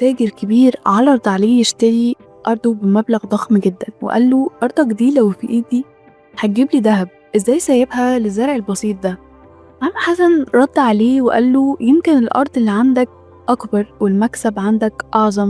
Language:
Egyptian Arabic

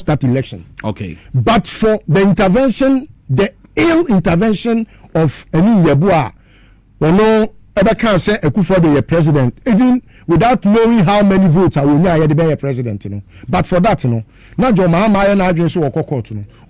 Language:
Akan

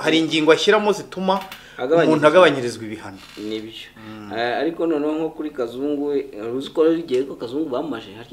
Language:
Kinyarwanda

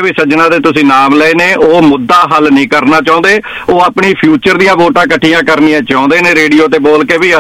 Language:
Punjabi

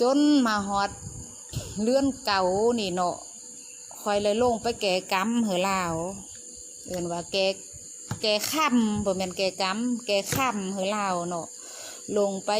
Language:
Lao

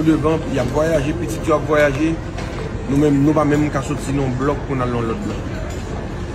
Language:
Haitian Creole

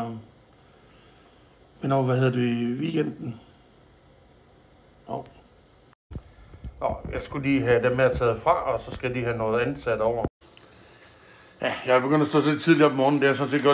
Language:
Danish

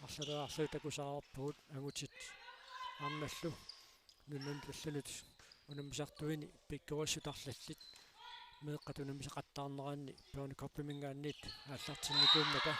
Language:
Kalaallisut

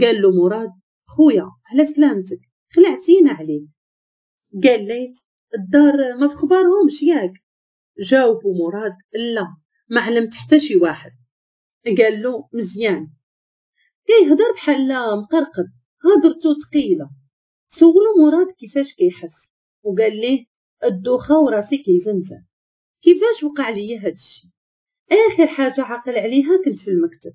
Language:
Moroccan Arabic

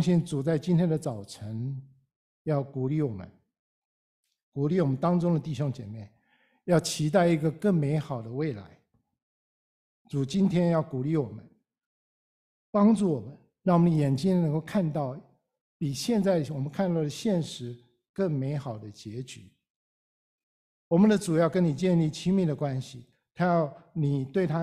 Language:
Chinese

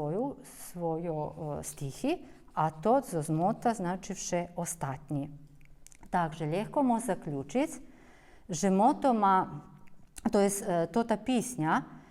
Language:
Rusyn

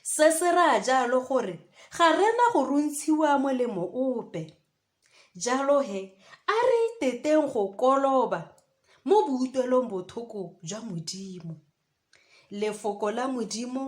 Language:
Tswana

